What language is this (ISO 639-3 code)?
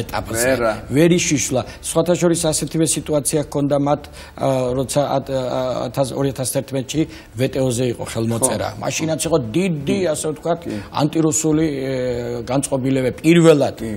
kat